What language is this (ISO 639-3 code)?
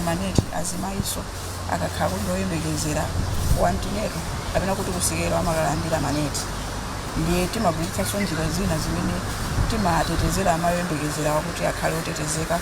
nya